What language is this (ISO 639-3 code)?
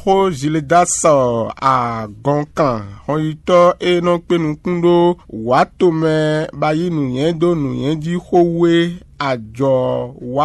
fon